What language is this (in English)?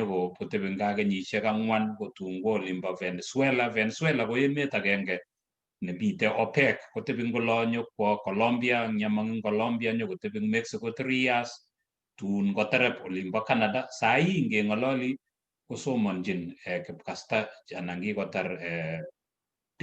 Kalenjin